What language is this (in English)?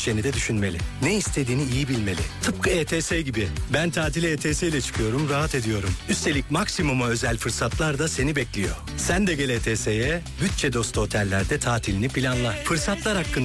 Turkish